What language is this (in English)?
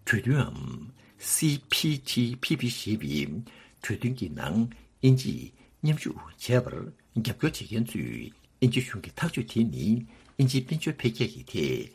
Tibetan